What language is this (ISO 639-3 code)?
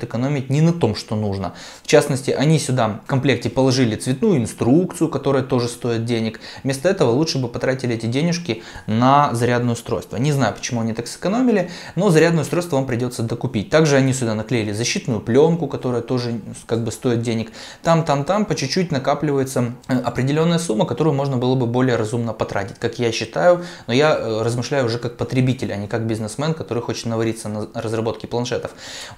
rus